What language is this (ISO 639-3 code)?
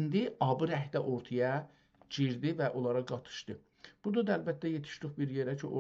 azb